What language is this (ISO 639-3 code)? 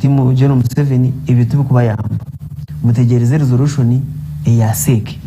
nyn